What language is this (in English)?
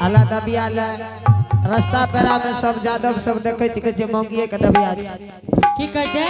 Angika